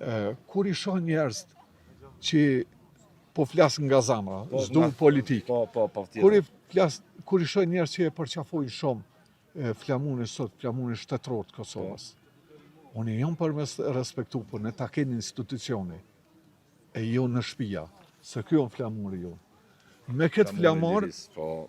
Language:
Albanian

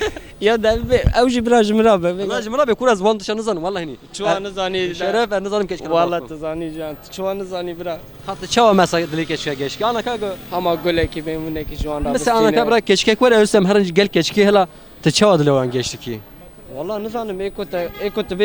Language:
Kurdish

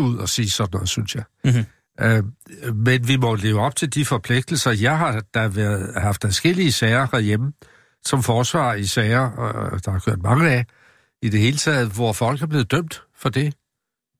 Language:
Danish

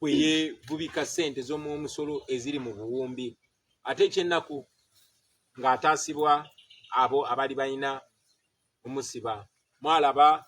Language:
Ganda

